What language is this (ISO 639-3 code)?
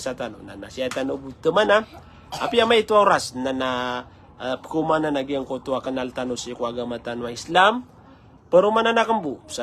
mrw